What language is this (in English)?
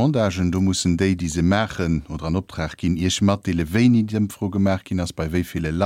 Luxembourgish